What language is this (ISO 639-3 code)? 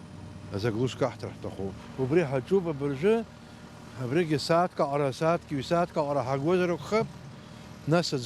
abk